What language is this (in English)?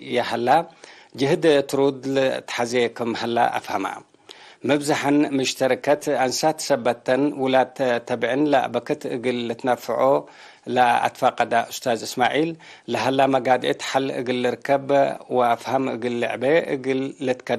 Tigre